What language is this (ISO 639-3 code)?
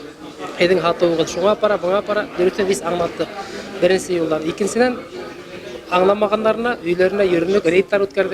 bak